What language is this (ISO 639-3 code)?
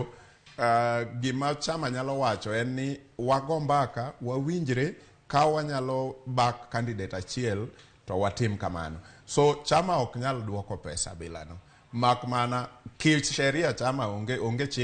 luo